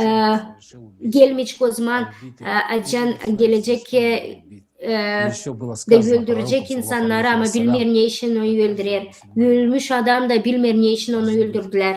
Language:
Gagauz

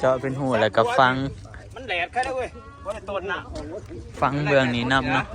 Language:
Northeastern Thai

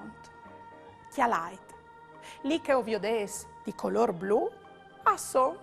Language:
Friulian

